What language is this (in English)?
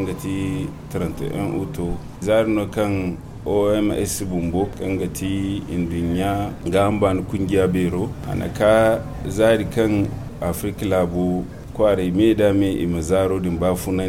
Zarma